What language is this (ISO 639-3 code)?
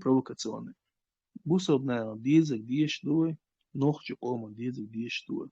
che